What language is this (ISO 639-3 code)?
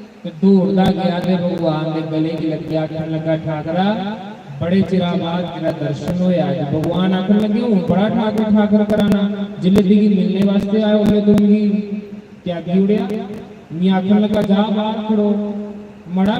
doi